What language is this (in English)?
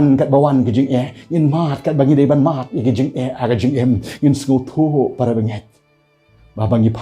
Khasi